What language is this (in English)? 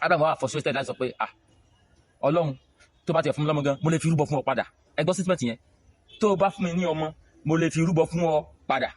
Yoruba